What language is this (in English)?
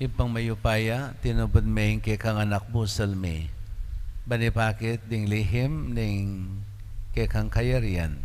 Pampanga